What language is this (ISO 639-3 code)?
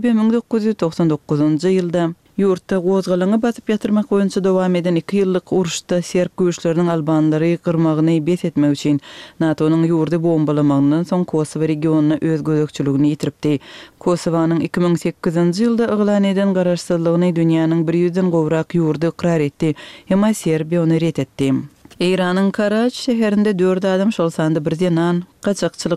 tuk